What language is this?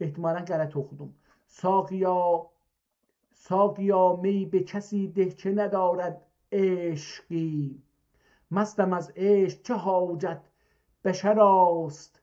South Azerbaijani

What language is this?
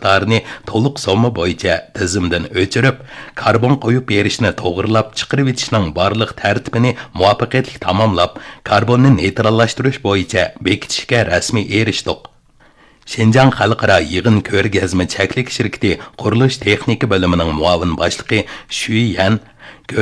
Uyghur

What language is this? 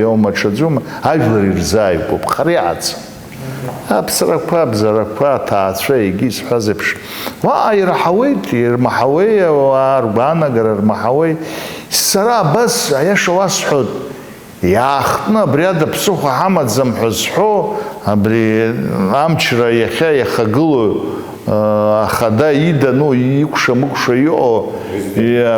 Abkhazian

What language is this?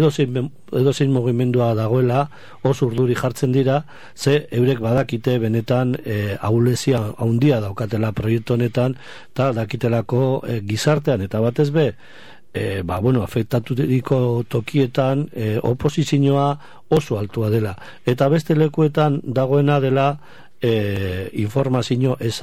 Basque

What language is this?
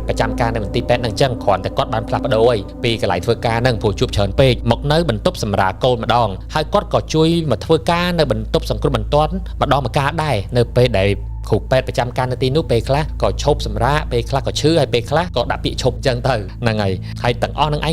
Khmer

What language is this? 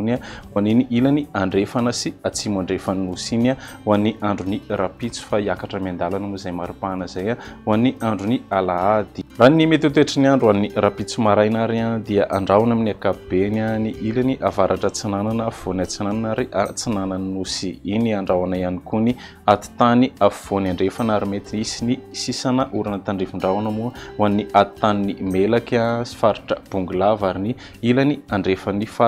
Malagasy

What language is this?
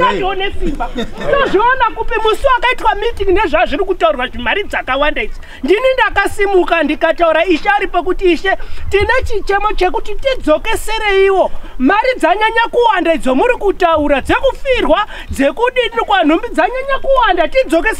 Shona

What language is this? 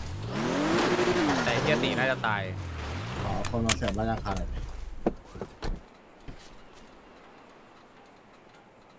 Thai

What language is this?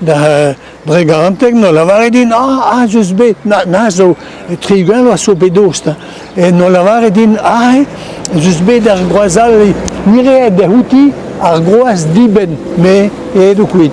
Breton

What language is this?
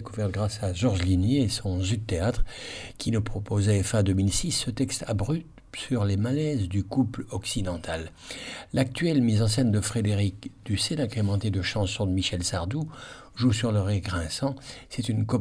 French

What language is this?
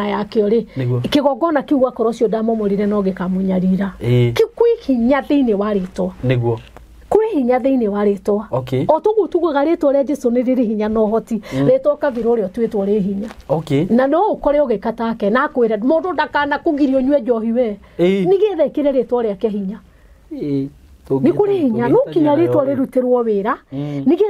Kikuyu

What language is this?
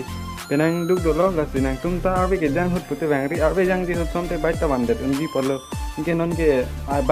Karbi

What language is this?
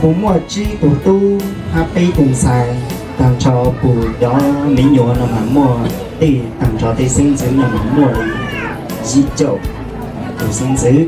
Hmong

